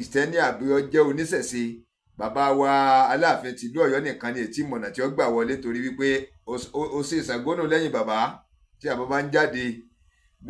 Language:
Yoruba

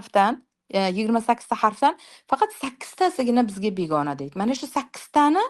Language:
Uzbek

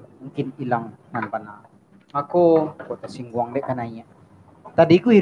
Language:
Minangkabau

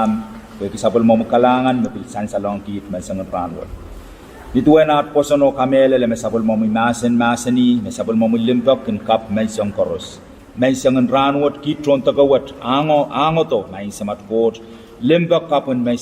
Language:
Pohnpeian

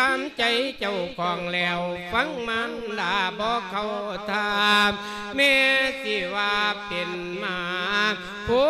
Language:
Lao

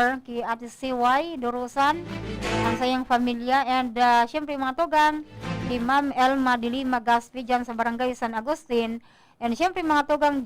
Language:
Bikol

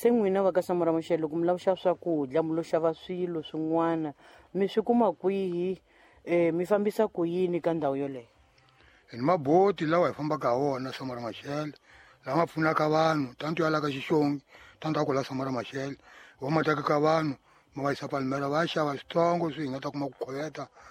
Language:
Tsonga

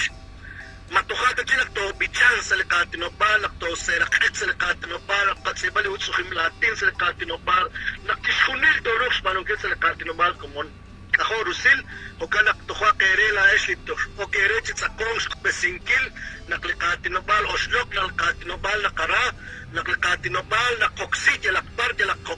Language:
Kekchí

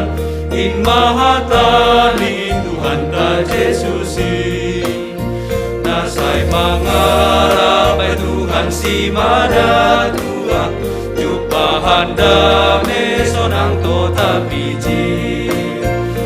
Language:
Batak Simalungun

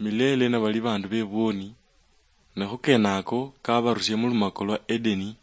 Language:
Luyia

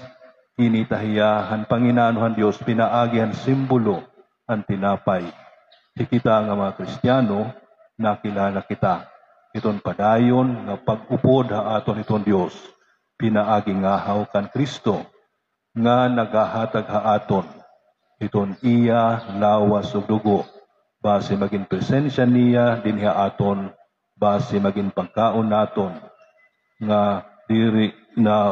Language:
Waray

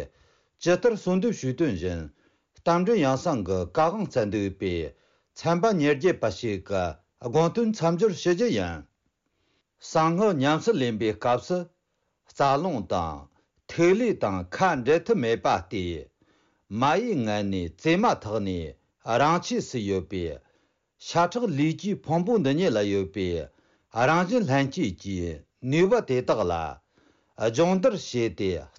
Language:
Tibetan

